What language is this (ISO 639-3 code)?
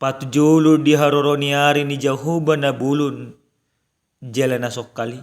bbc